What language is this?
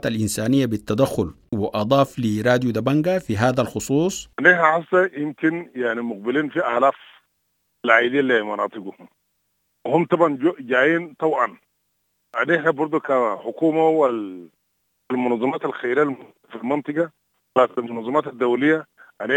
Sudanese Arabic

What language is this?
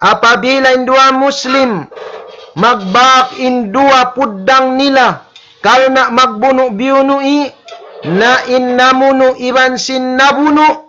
Tausug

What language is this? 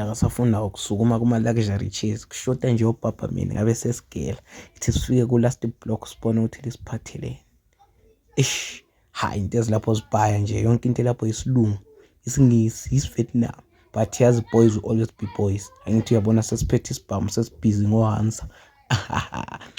Zulu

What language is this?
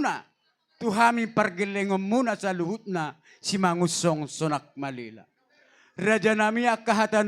Batak Toba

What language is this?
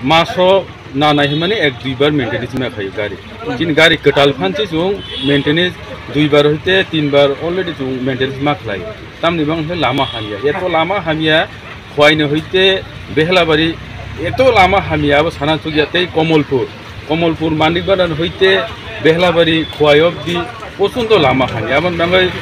Kok Borok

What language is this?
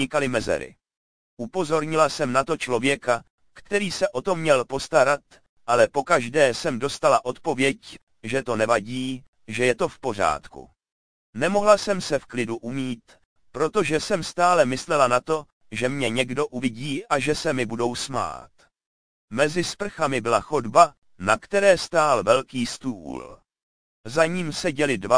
Czech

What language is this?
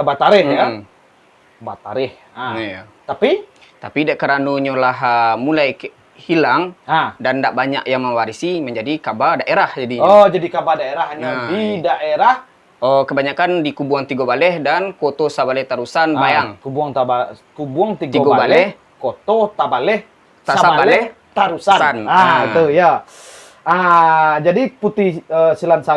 Minangkabau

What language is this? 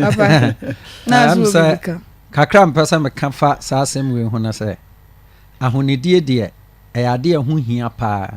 Akan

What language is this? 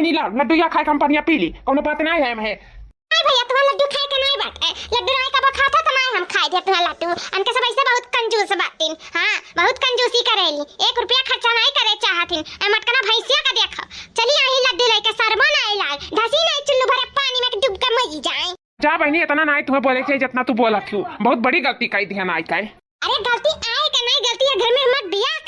Awadhi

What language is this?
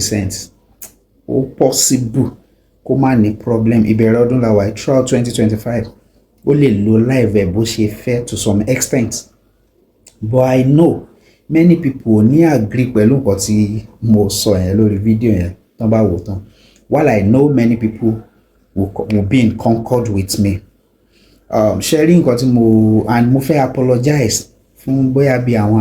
Yoruba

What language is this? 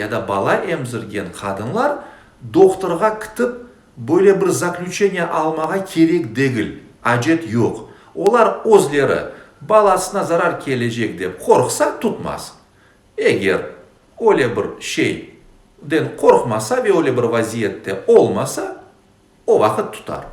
Crimean Tatar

